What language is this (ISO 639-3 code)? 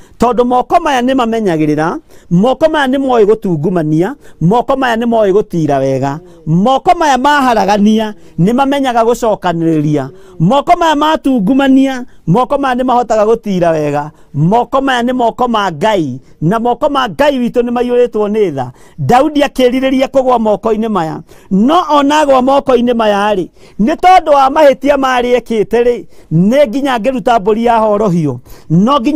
kik